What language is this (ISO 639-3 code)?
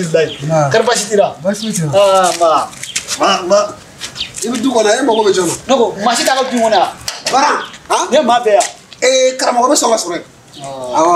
bam